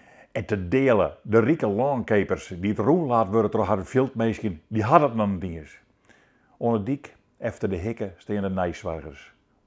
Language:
Western Frisian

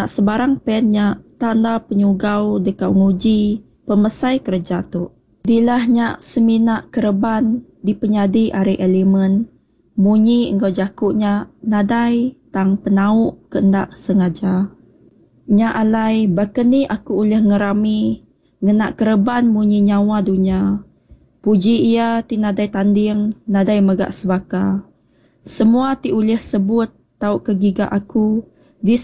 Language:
Iban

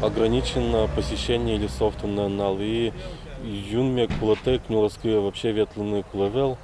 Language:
Udmurt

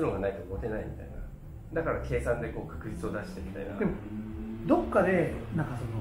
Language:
Japanese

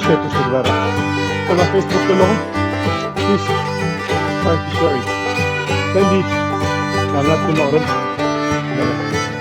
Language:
Tigrinya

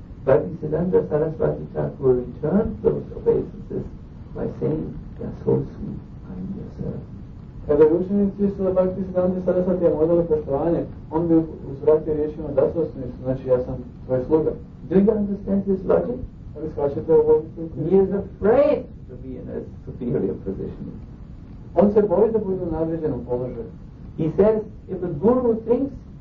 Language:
Croatian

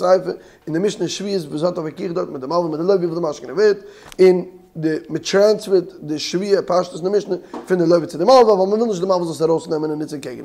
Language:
Yiddish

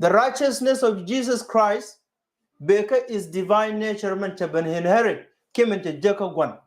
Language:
Nuer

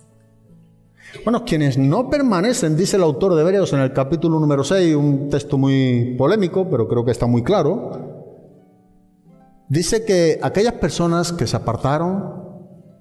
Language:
Spanish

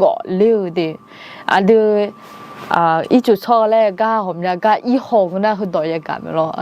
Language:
Akha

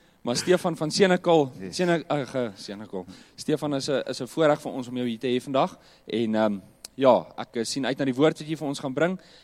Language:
Afrikaans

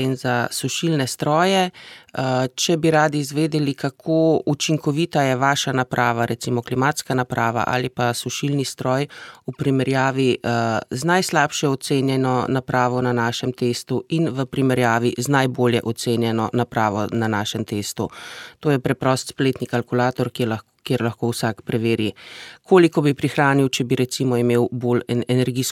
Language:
Slovenian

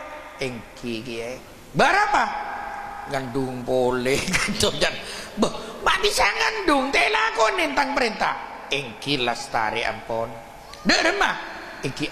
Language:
Madurese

